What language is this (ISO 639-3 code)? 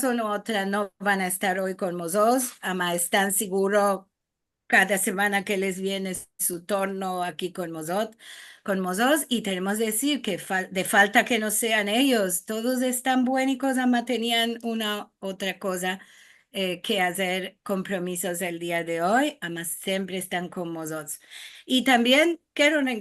lad